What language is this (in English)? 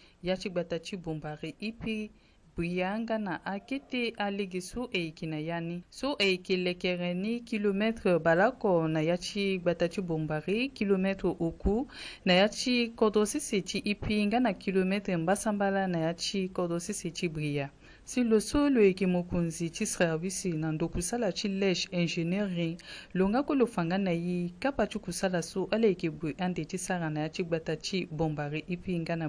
Sango